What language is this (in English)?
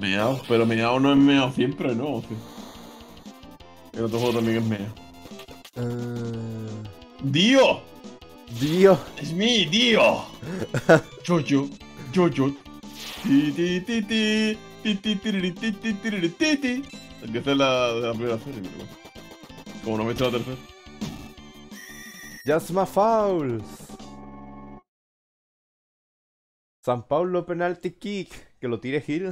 Spanish